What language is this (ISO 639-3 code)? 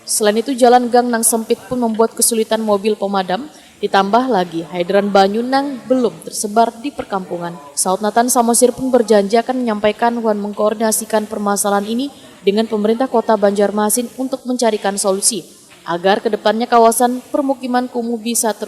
bjn